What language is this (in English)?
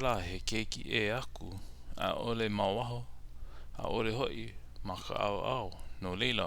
Hawaiian